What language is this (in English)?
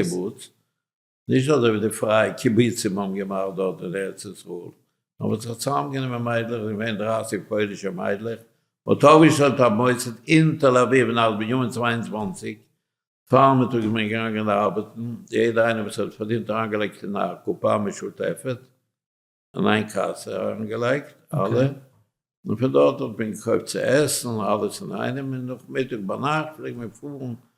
Yiddish